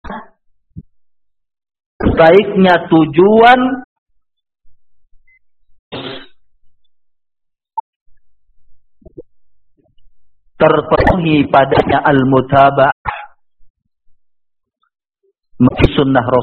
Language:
Indonesian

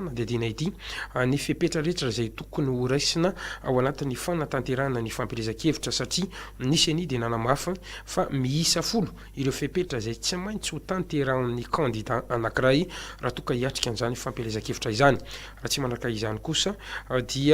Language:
Malagasy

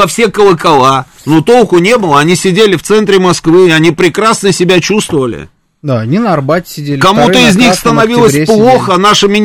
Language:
Russian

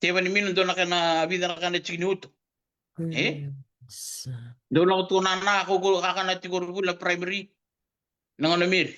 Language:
Fijian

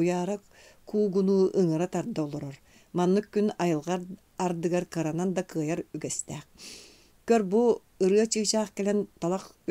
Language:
Yakut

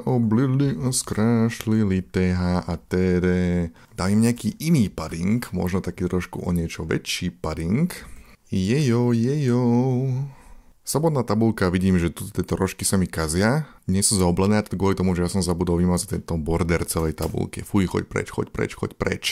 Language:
Slovak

